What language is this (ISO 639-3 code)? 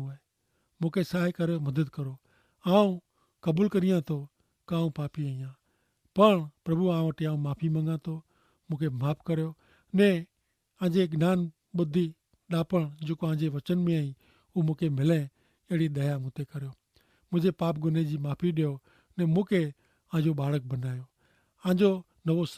kfr